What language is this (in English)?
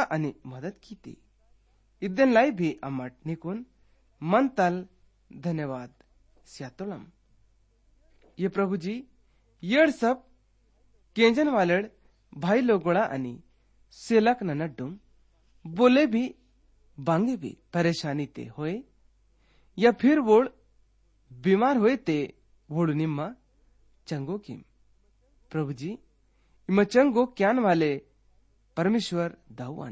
Gondi